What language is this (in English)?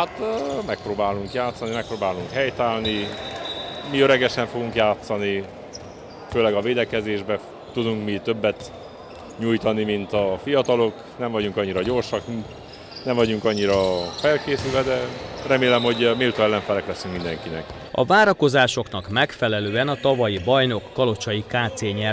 Hungarian